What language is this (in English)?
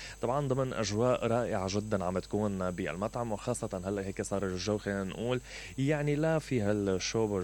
Mesopotamian Arabic